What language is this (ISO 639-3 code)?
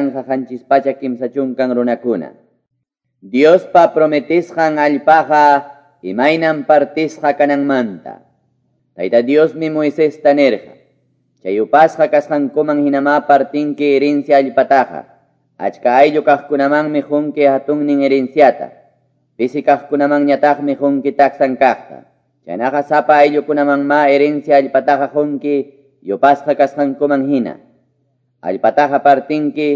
que